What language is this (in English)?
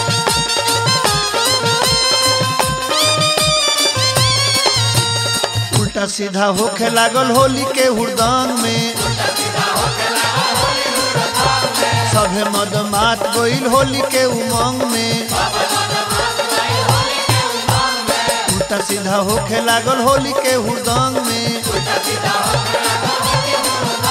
Bhojpuri